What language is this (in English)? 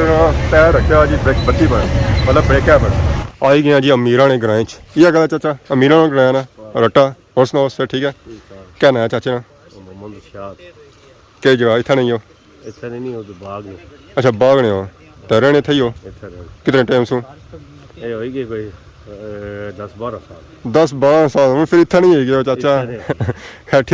Pahari-Potwari